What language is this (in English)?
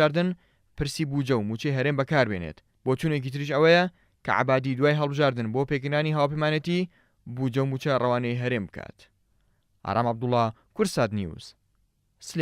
Central Kurdish